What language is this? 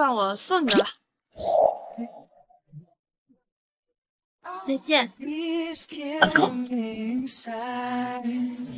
Chinese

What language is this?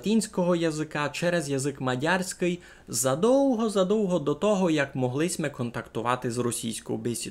Rusyn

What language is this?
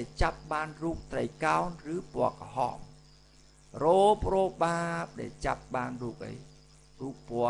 Khmer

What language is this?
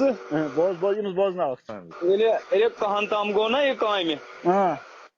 Kashmiri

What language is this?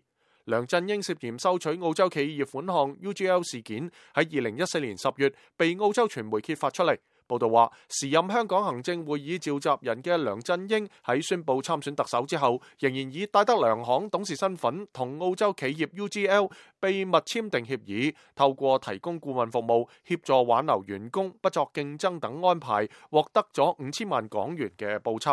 Cantonese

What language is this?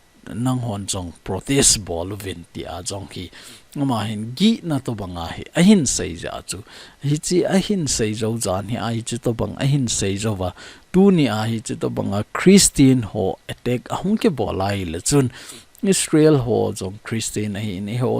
Thado Chin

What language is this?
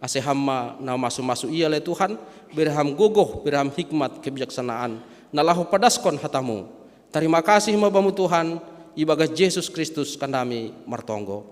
Batak Simalungun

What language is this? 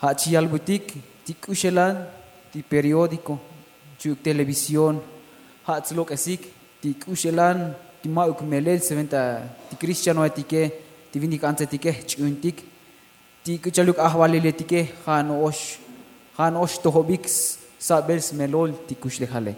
Tzotzil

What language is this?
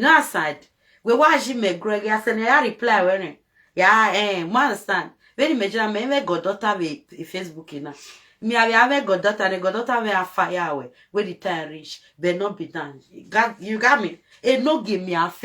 Nigerian Pidgin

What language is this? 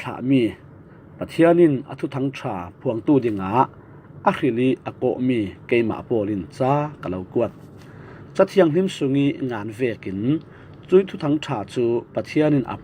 Falam Chin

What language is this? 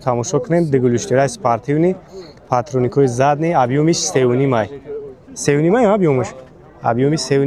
Tajik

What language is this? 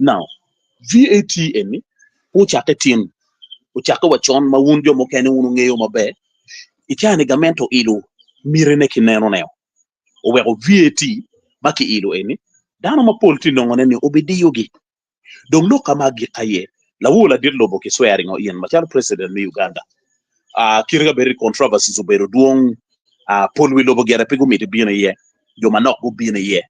Acoli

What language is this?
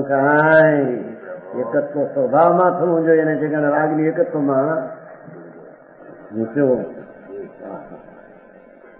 Gujarati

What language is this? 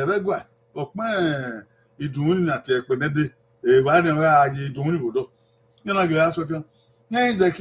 Bini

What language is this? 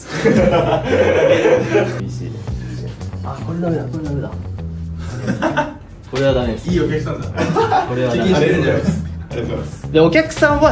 Japanese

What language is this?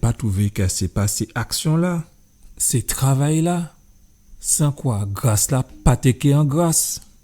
Guadeloupean Creole French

